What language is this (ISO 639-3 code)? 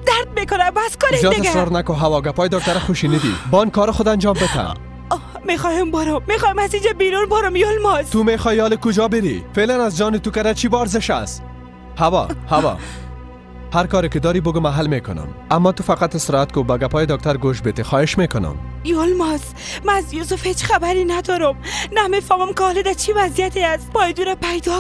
fas